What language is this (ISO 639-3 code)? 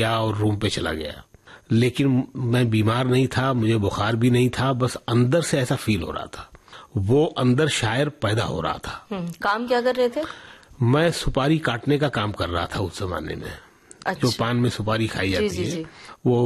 hin